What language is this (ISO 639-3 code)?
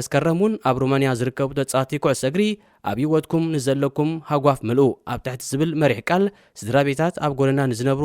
tir